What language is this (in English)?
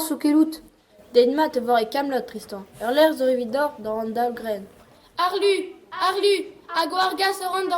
Breton